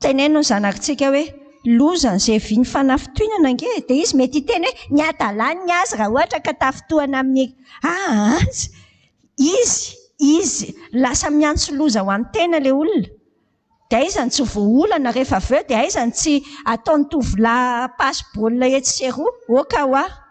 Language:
Malagasy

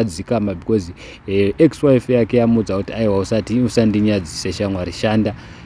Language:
Shona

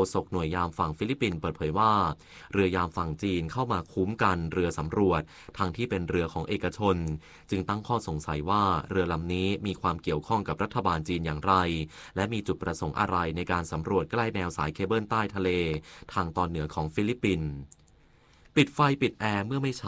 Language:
Thai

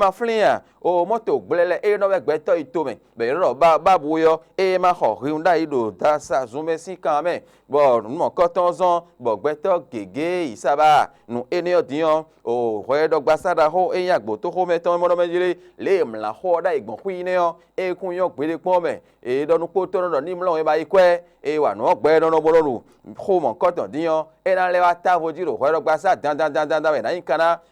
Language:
Fon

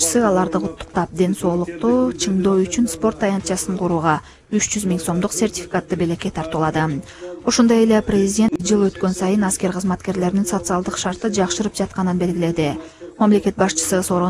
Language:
Kyrgyz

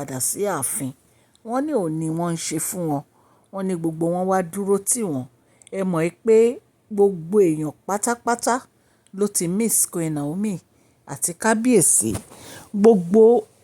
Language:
Yoruba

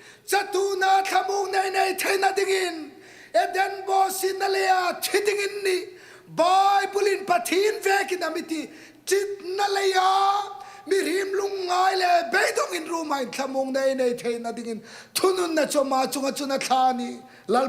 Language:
Hmar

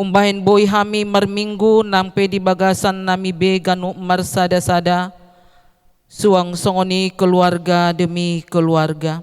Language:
Batak Toba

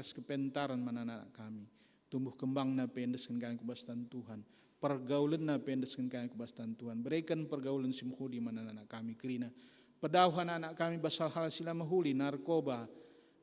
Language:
Batak Karo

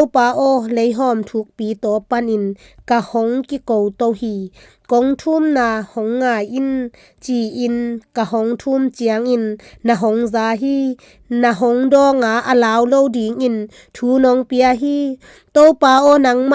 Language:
Tedim Chin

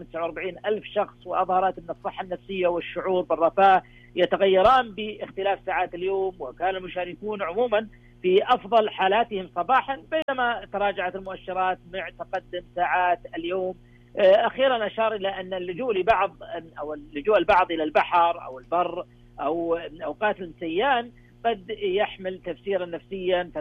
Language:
Arabic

